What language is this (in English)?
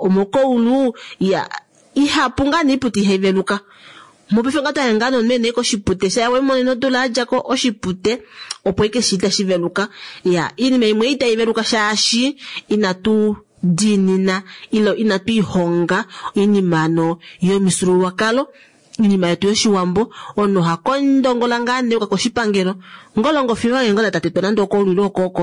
Kuanyama